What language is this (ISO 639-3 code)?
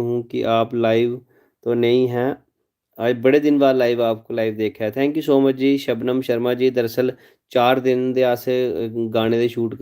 doi